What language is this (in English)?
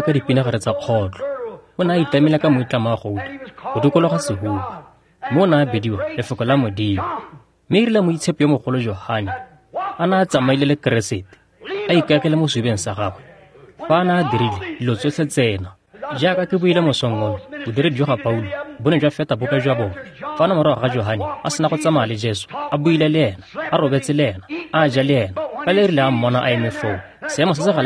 Tswana